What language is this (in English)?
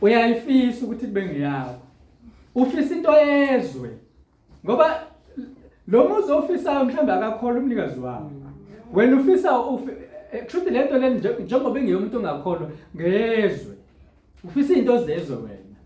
Zulu